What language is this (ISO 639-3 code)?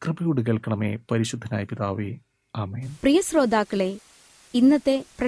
mal